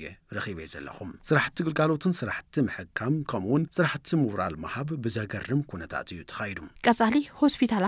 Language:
Tigrinya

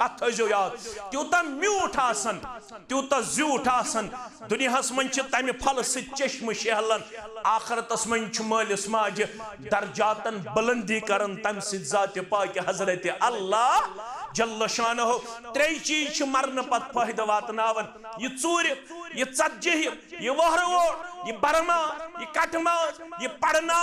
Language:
Kashmiri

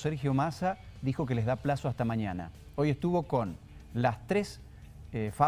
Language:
Spanish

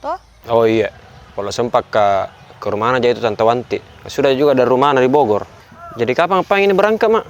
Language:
Makassar Malay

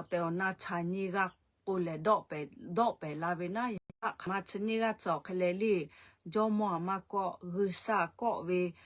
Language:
Lahu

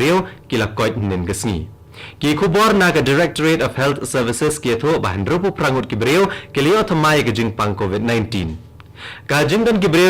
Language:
Khasi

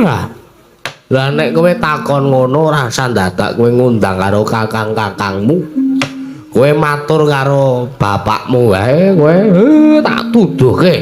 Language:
Javanese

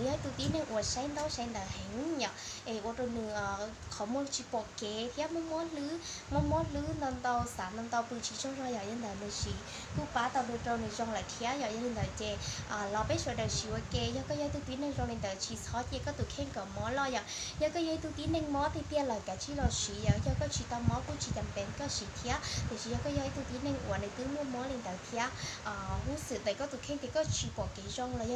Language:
Hmong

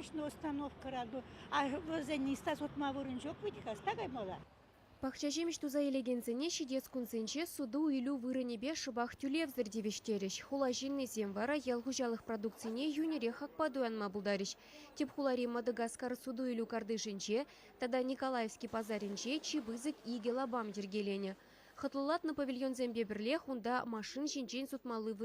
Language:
Chuvash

